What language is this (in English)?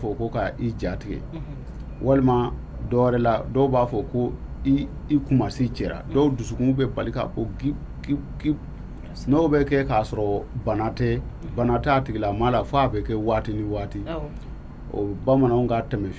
Bambara